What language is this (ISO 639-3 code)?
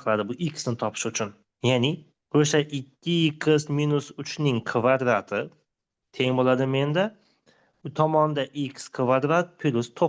uzb